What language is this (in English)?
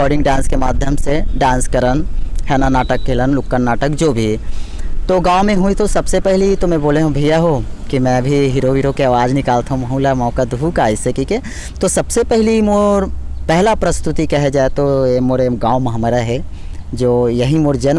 Chhattisgarhi